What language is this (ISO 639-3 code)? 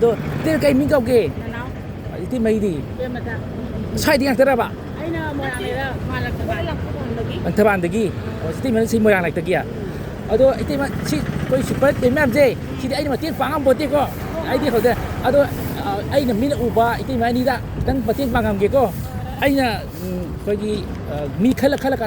mni